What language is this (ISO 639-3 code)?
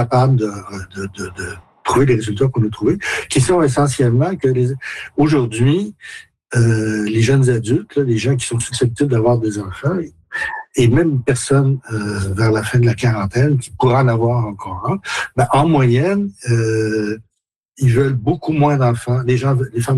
fra